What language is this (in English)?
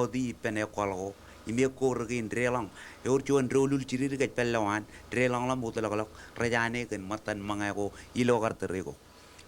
Marshallese